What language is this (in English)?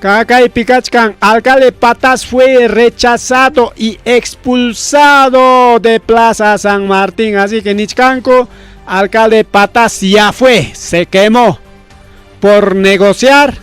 Ayacucho Quechua